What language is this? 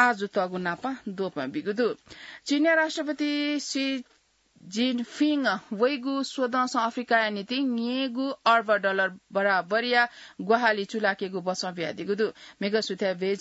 Newari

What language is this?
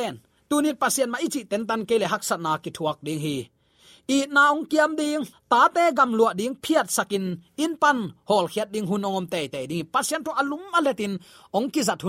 Tedim Chin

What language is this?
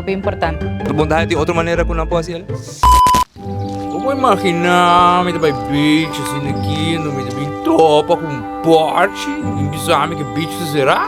Papiamento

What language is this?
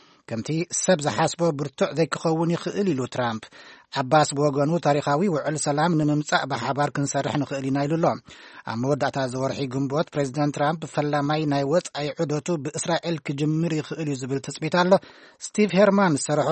Tigrinya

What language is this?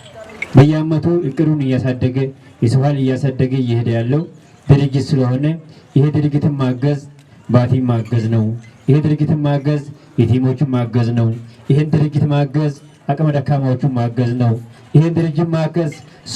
Amharic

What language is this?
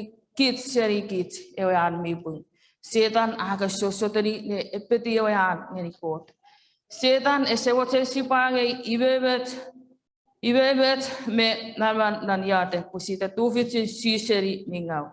Chuukese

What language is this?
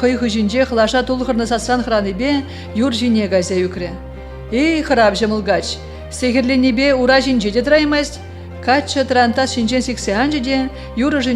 Chuvash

